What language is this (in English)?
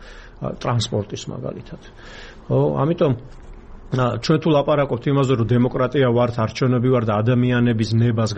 Georgian